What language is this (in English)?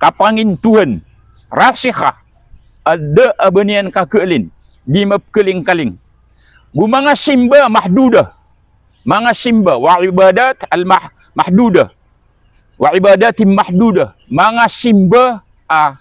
Maranao